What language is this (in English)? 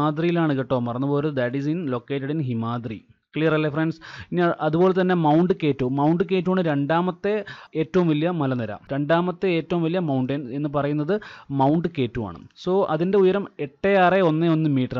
Malayalam